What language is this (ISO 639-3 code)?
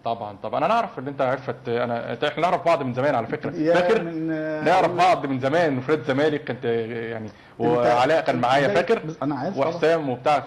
arz